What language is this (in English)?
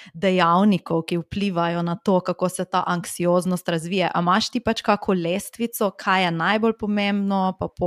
Slovenian